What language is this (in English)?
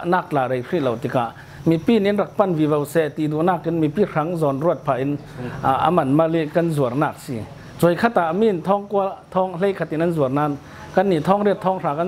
Falam Chin